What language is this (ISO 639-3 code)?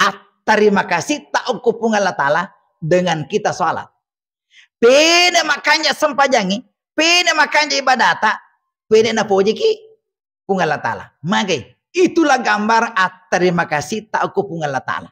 bug